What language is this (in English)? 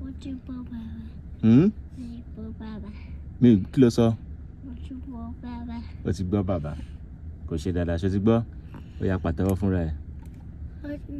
Yoruba